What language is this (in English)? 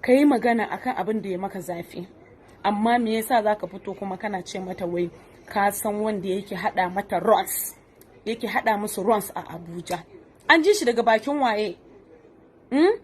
Hausa